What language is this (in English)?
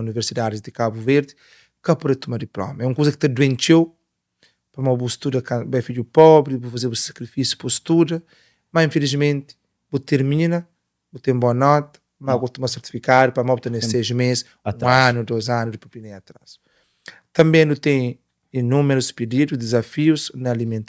Kabuverdianu